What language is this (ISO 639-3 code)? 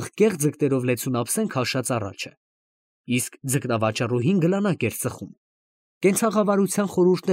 hye